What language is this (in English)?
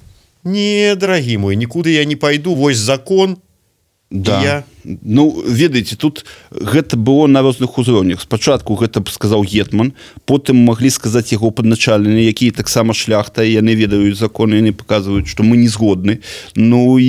Belarusian